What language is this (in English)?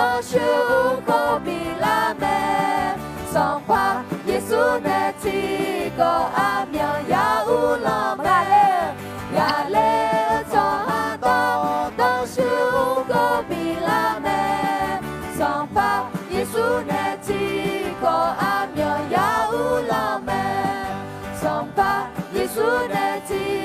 Akha